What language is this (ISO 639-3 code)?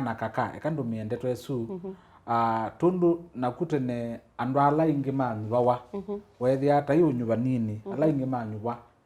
kam